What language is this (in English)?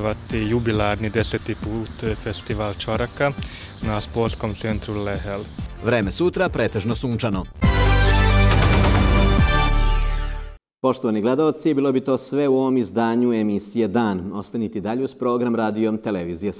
Serbian